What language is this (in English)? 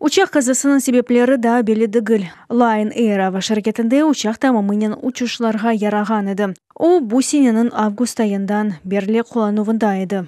Crimean Tatar